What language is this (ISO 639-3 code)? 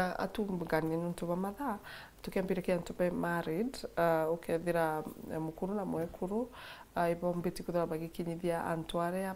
mer